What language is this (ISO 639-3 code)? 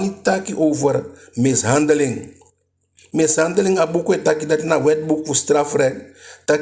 djk